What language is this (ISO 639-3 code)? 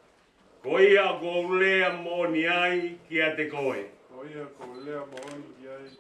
ton